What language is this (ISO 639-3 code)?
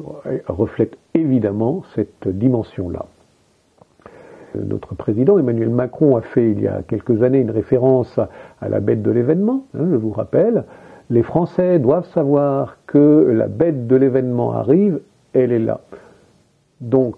fra